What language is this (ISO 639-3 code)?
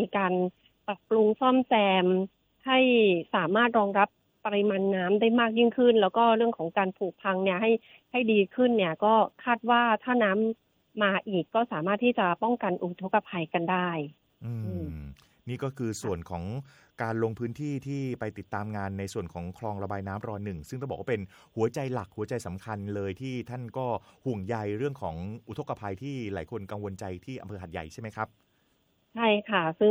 tha